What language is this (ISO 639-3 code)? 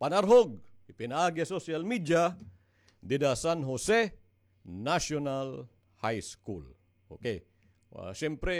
war